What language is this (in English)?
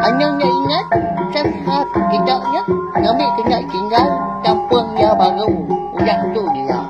Iban